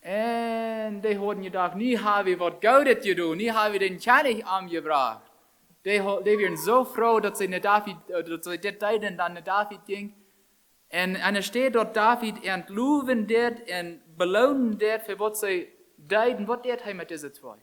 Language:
Plautdietsch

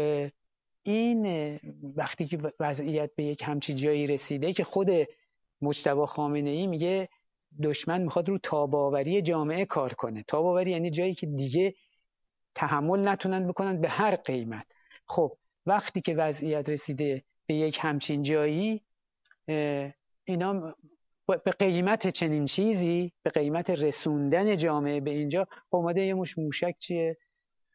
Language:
Persian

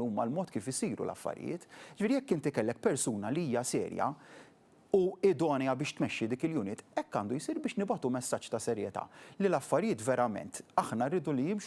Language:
Maltese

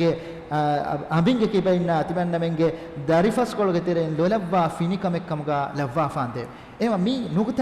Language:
Divehi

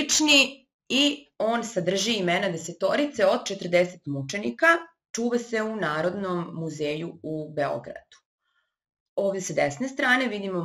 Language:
Serbian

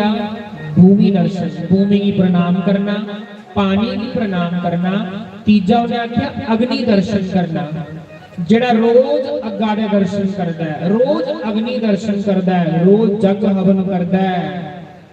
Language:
Dogri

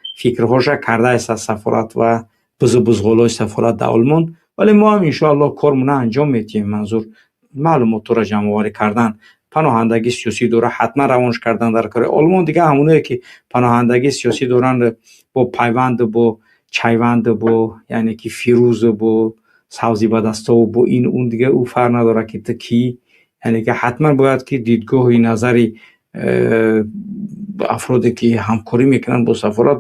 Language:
Tajik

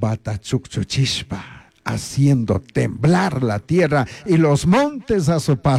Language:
Chimborazo Highland Quichua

